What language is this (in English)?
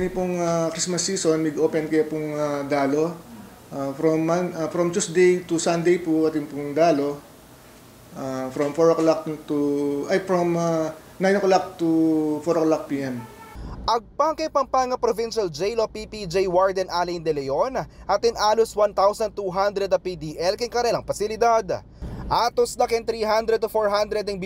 Pampanga